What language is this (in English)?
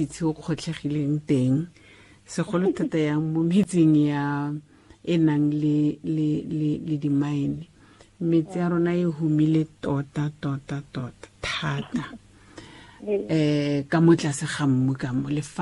Tswana